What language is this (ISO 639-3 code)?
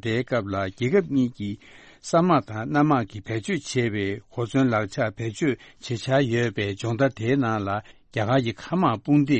bod